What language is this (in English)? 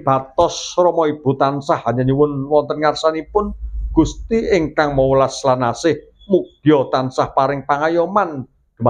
Javanese